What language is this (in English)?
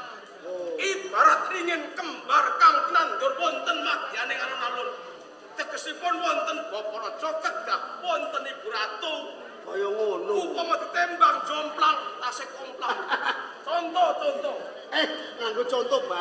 Javanese